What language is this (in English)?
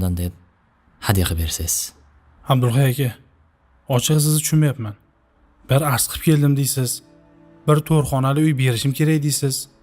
Uzbek